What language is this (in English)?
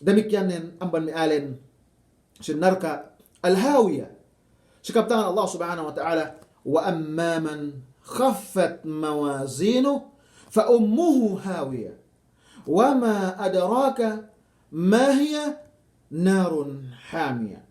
Yakan